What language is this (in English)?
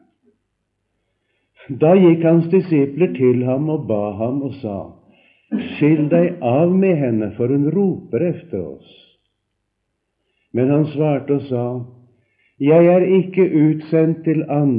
Norwegian